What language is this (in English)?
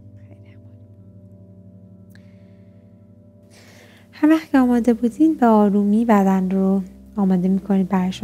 Persian